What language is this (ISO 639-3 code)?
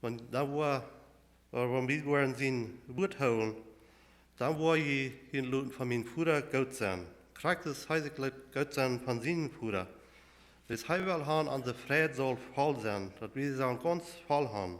pdt